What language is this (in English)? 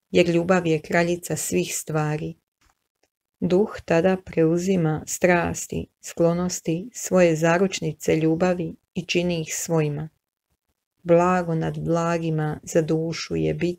Croatian